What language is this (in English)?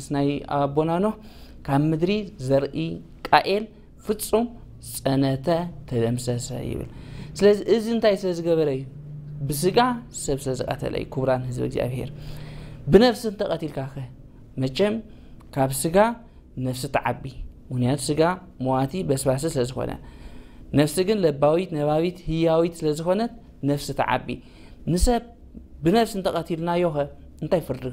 Tigrinya